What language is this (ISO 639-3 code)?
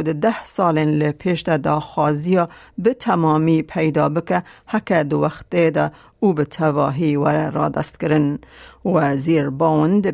kur